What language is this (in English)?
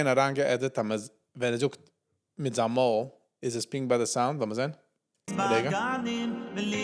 Yiddish